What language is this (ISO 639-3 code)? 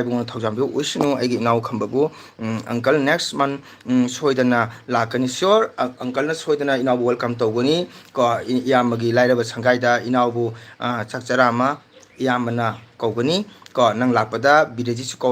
mni